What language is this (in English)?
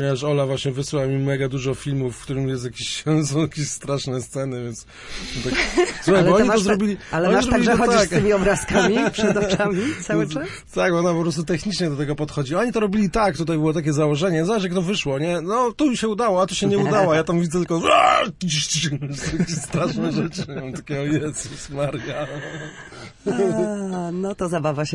Polish